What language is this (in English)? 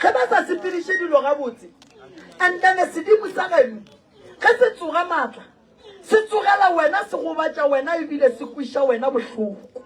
Northern Sotho